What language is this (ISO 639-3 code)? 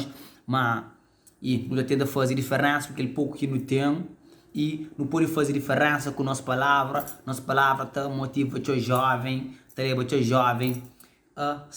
kea